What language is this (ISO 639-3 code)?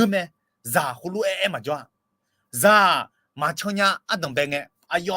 ahk